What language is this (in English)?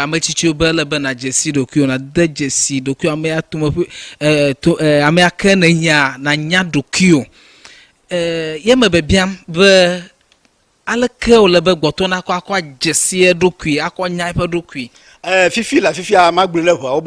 Ewe